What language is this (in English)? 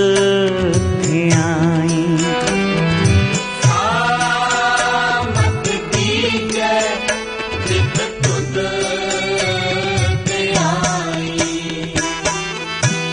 Punjabi